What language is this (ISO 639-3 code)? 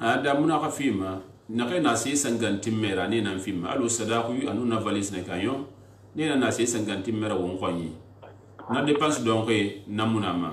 sus